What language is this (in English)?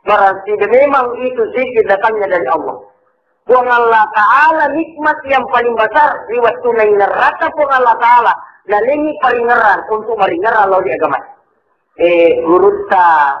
Buginese